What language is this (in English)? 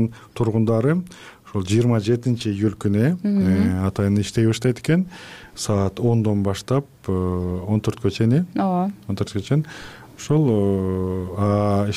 Kyrgyz